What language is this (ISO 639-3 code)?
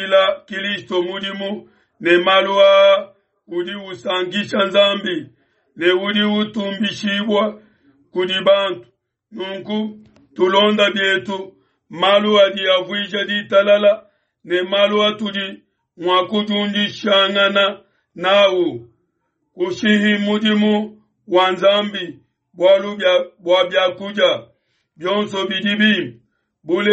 lua